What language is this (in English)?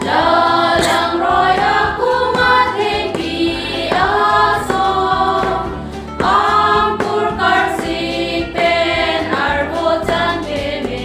Karbi